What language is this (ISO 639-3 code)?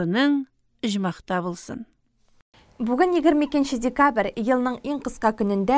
tat